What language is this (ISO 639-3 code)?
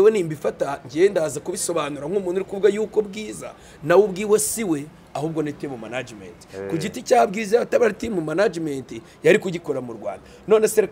kin